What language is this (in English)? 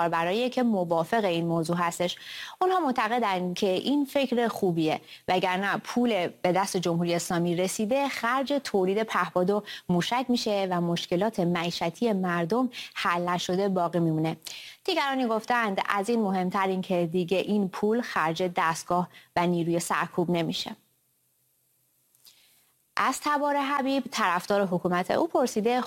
Persian